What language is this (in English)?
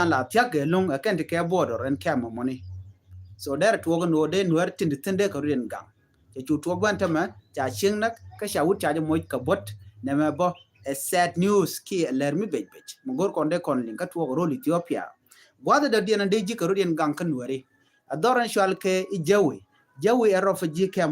Nuer